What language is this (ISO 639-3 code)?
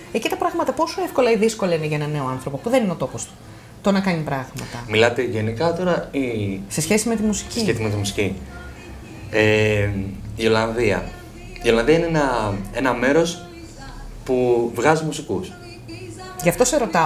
ell